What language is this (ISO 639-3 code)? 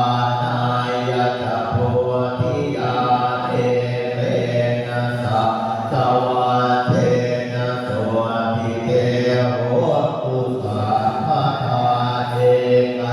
pli